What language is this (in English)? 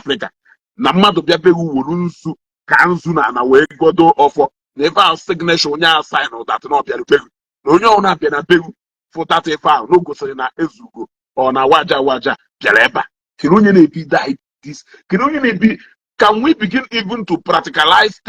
Igbo